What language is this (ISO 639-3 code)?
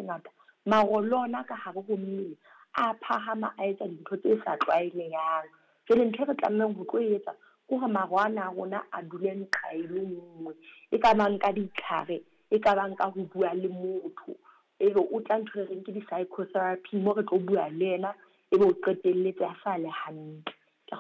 sot